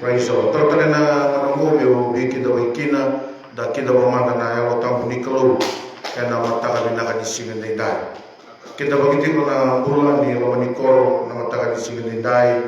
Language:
Fijian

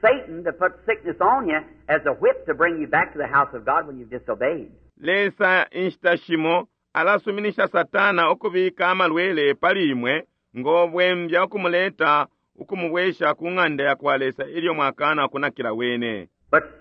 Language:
Bemba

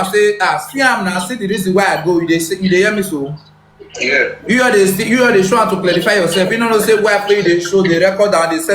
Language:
Nigerian Pidgin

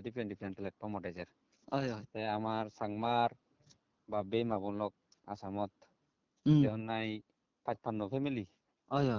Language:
Chakma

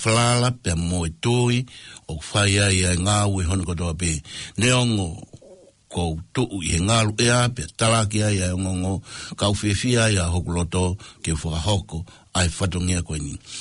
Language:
Tongan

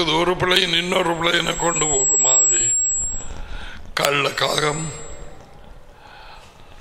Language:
Tamil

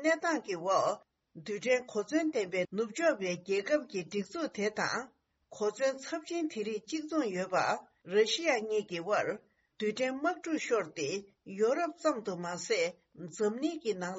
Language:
Tibetan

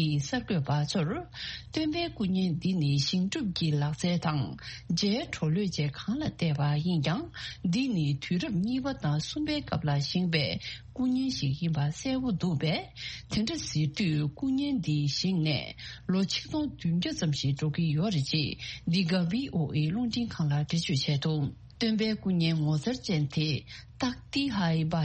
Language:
Tibetan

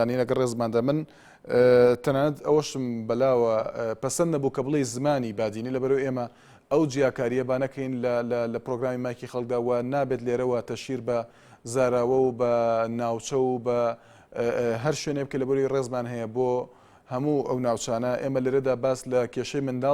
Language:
Central Kurdish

